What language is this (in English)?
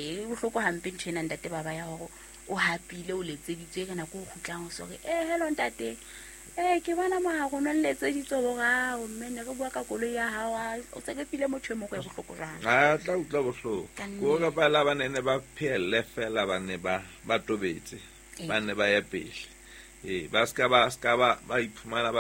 Southern Sotho